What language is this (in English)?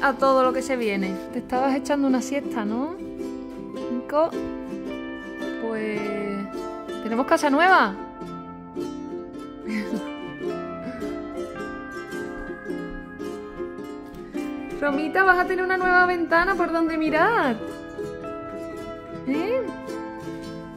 Spanish